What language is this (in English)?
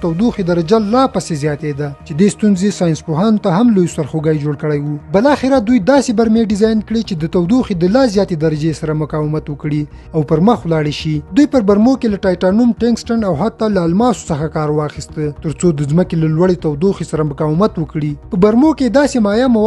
Pashto